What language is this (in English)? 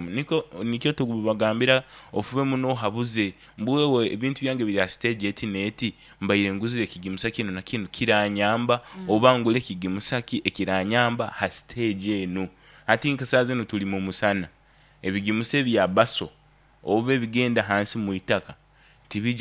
Nyankole